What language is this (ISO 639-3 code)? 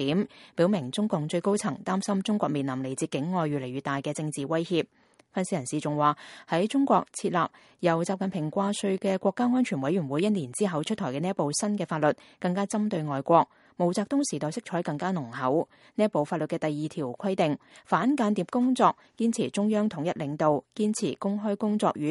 yue